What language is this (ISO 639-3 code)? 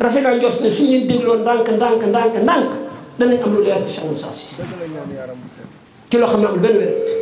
wol